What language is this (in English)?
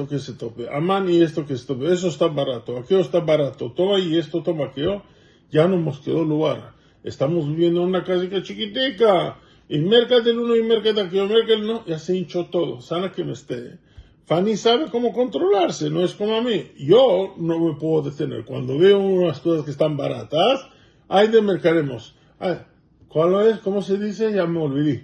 Ladino